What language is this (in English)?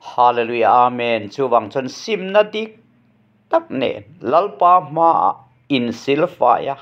Mizo